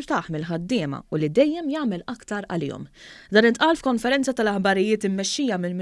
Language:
Maltese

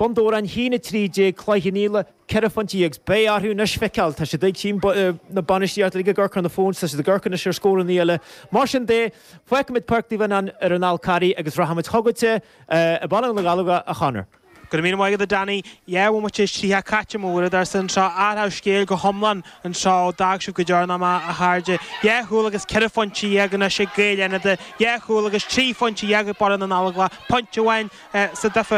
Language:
Irish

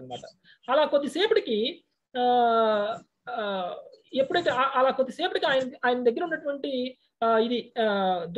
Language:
Telugu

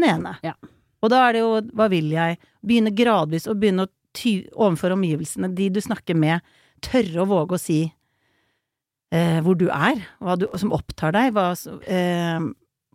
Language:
Norwegian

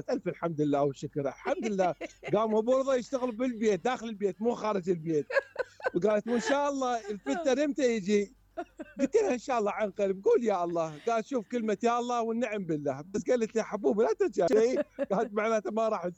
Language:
Mesopotamian Arabic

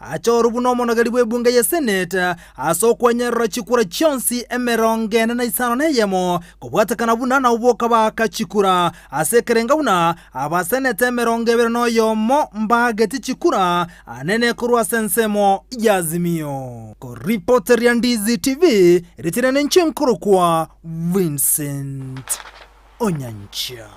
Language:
Gusii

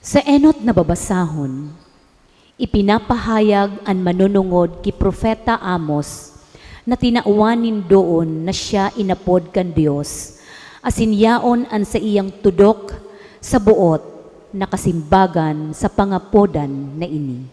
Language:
Bikol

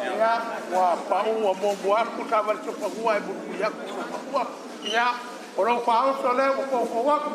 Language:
Samoan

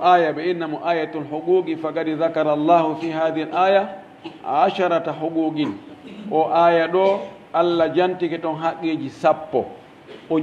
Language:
Pular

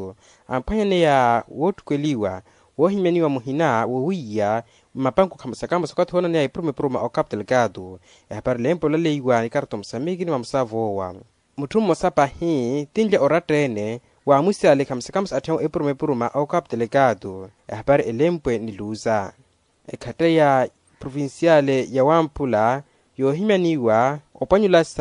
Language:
Makhuwa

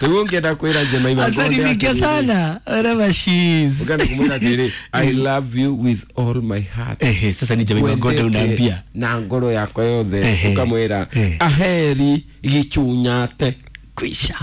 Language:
Kikuyu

